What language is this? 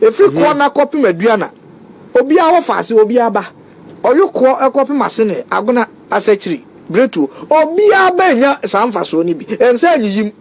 Akan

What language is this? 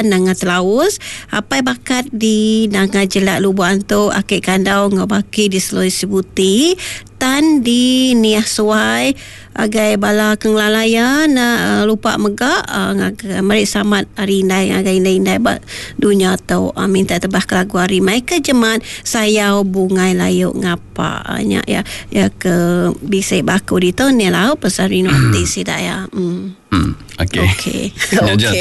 Iban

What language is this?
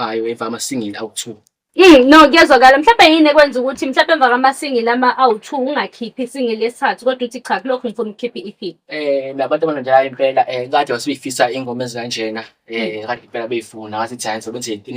Zulu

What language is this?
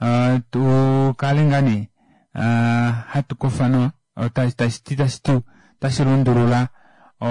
Kuanyama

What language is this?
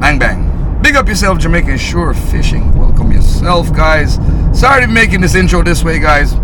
Jamaican Creole English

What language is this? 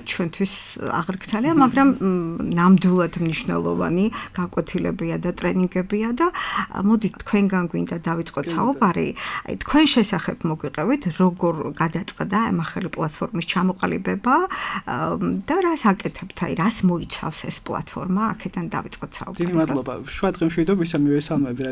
Georgian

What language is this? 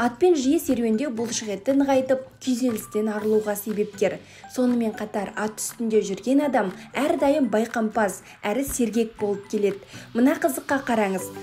Kazakh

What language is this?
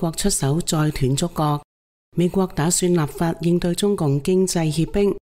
Cantonese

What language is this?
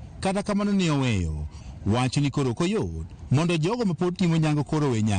Luo (Kenya and Tanzania)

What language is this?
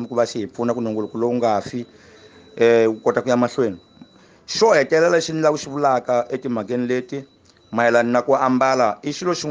Tsonga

